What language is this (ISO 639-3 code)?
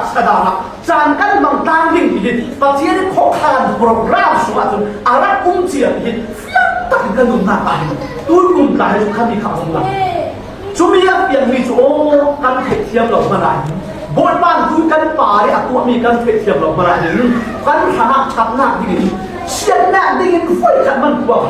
cfm